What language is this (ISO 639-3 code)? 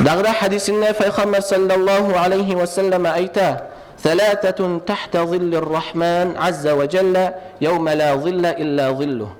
kum